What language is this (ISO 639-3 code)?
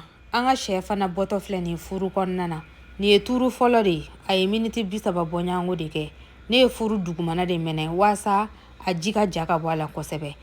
bam